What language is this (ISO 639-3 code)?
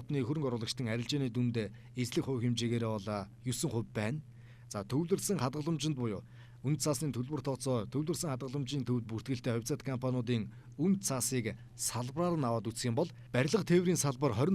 mon